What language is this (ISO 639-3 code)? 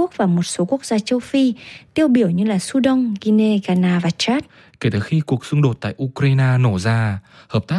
vie